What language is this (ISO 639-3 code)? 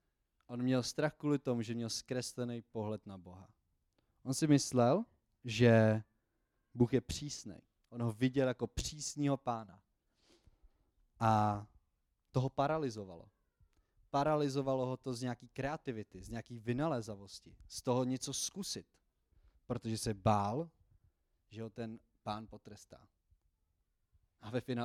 ces